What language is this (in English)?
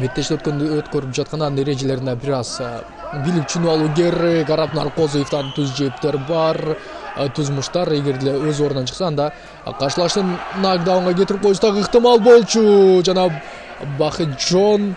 Kyrgyz